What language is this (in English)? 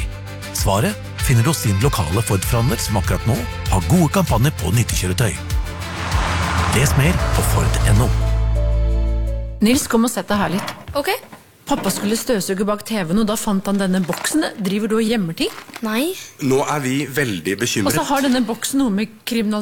Norwegian